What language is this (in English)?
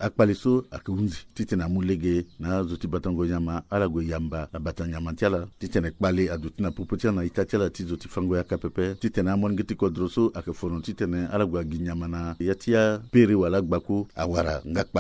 Sango